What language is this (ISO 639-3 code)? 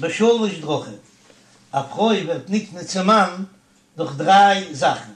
yid